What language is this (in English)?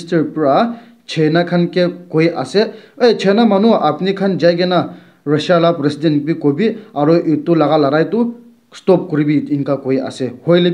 Naga Pidgin